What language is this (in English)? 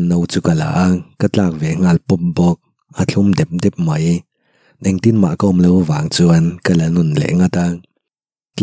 Mizo